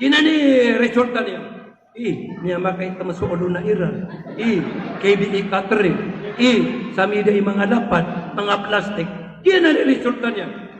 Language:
Maranao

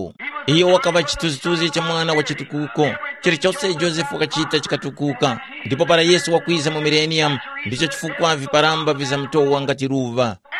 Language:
Tumbuka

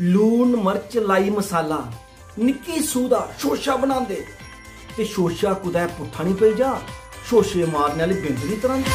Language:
Dogri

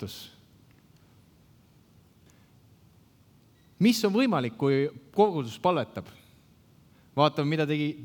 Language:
Estonian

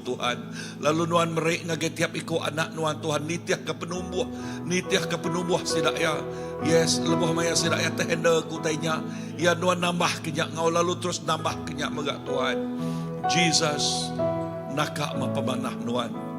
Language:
Iban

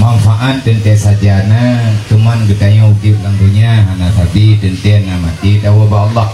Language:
Achinese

